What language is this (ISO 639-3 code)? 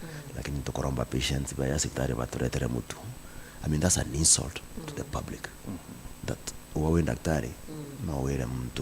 mer